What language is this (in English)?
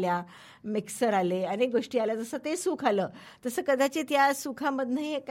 Marathi